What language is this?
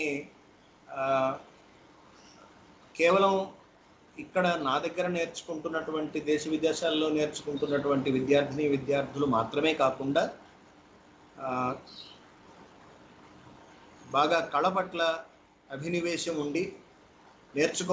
Telugu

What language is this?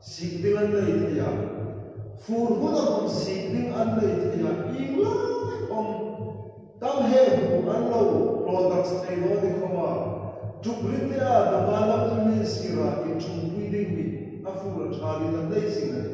Hmar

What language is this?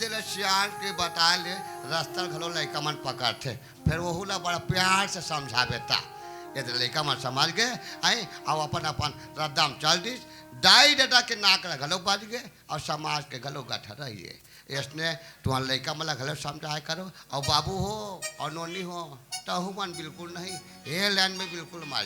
Chhattisgarhi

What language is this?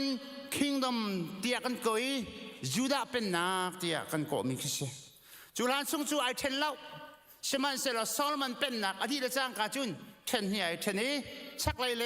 Hakha Chin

